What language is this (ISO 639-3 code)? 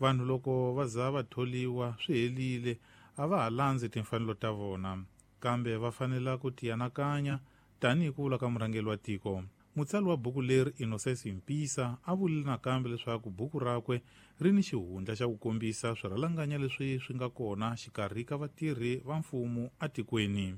tso